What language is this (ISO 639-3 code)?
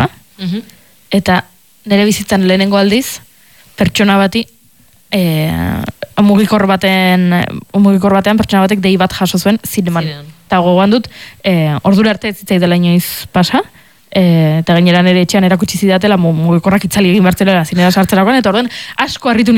eus